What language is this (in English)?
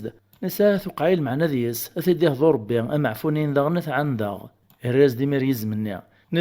Kabyle